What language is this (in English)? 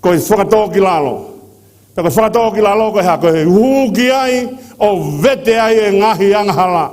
Tongan